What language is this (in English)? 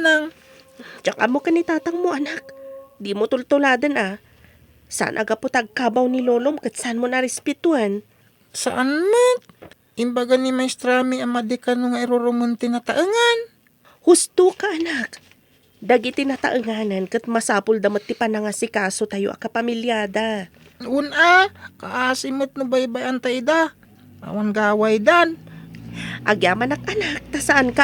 Iloko